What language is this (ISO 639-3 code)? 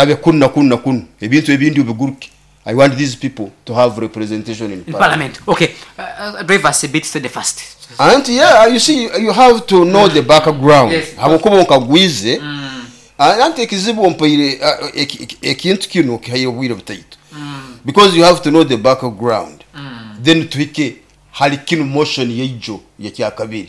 nyo